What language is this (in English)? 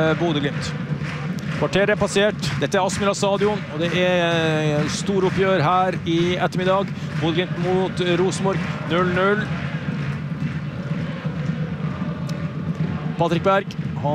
Norwegian